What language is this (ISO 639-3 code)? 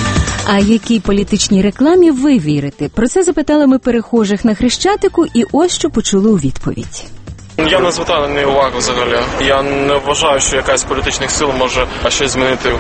ukr